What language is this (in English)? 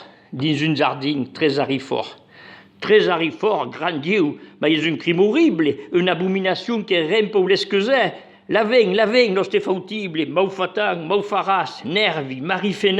Occitan